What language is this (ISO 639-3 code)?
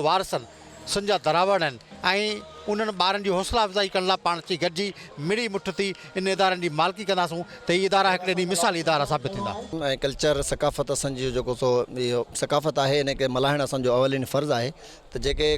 snd